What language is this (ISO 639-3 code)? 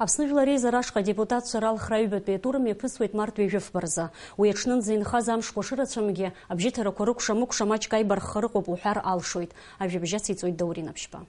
abk